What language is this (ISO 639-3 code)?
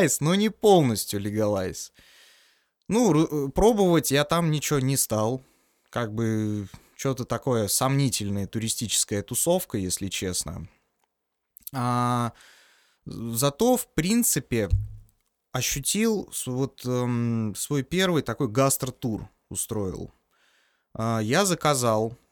rus